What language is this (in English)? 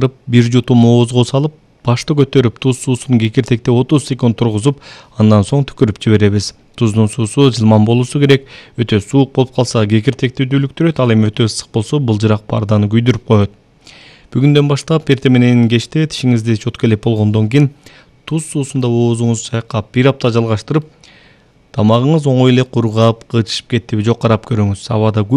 Kyrgyz